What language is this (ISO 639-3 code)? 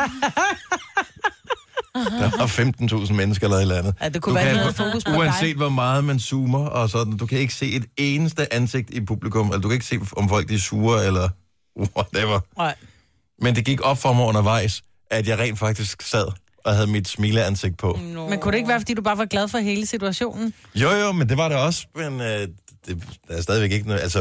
dan